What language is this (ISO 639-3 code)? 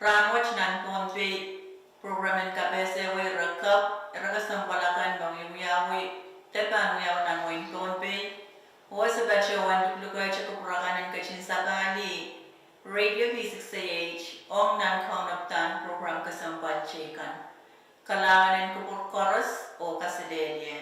pon